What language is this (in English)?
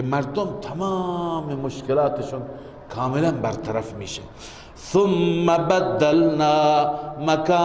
Persian